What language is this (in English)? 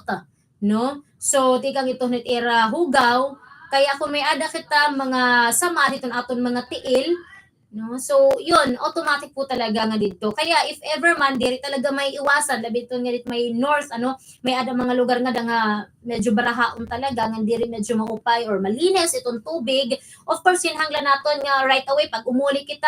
Waray